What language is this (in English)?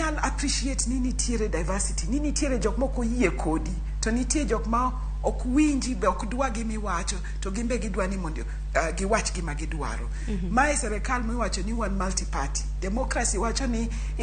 Luo (Kenya and Tanzania)